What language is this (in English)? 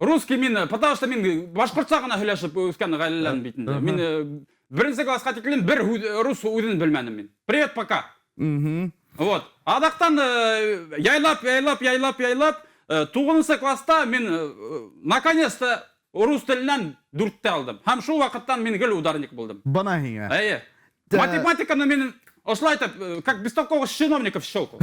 Bashkir